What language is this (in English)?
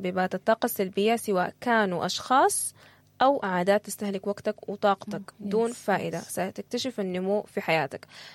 Sudanese Arabic